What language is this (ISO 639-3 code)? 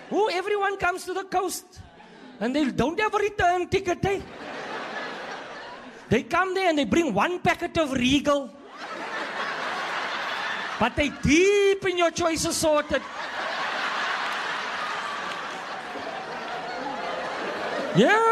afr